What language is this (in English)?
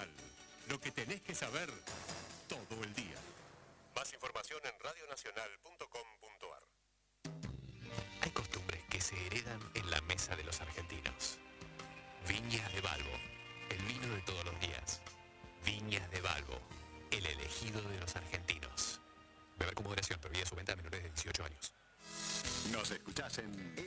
Spanish